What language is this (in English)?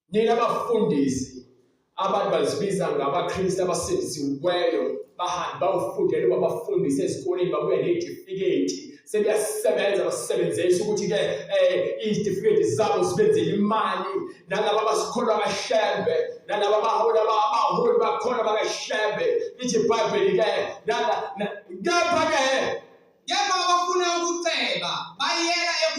Zulu